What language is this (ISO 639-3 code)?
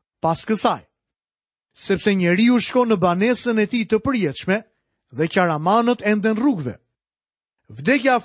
sqi